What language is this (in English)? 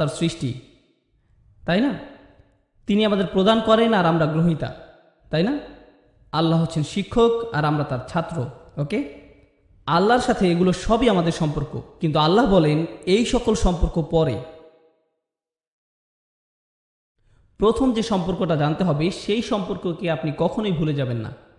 Bangla